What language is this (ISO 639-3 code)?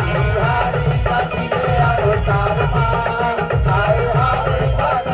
hne